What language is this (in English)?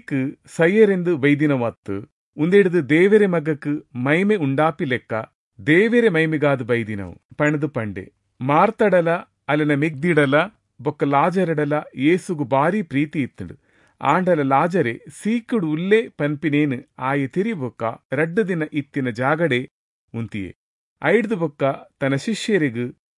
Tulu